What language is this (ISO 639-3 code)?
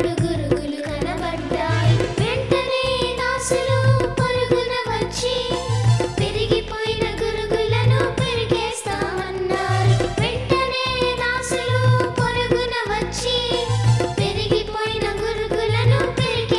tel